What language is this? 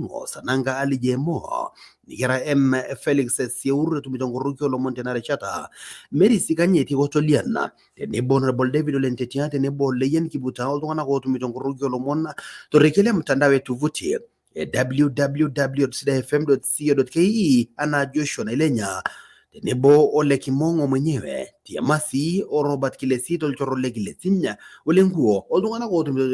Masai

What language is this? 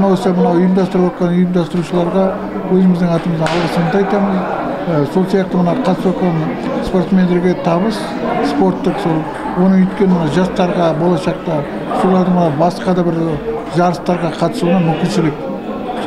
Kazakh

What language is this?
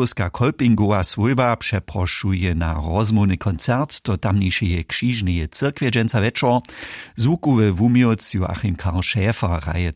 Upper Sorbian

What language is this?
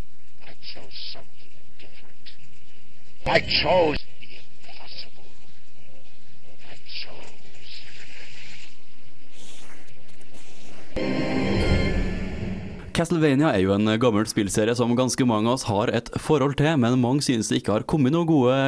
Norwegian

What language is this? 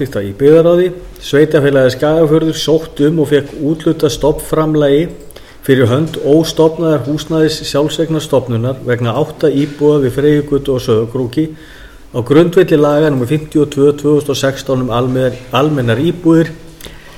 Icelandic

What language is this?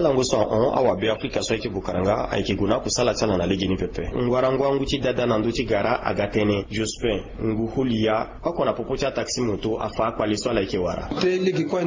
Sango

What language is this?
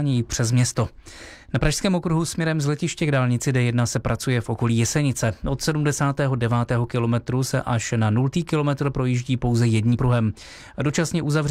Czech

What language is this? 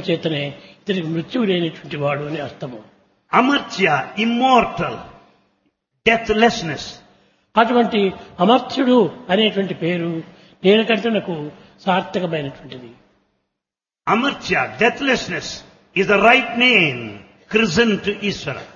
Telugu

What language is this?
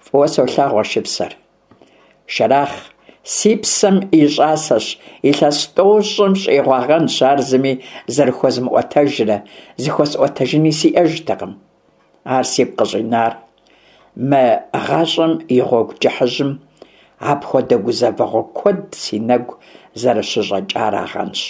Kabardian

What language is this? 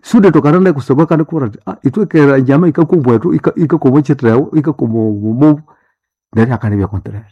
Nande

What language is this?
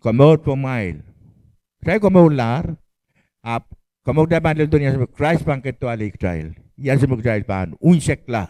Pohnpeian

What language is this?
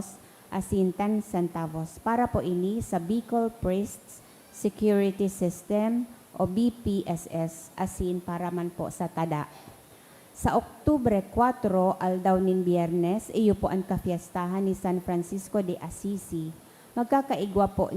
Bikol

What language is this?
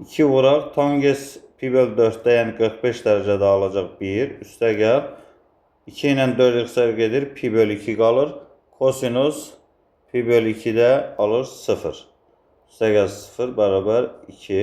Azerbaijani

